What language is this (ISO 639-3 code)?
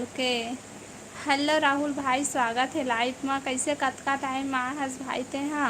hne